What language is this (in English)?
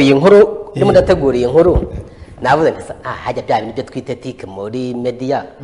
Kinyarwanda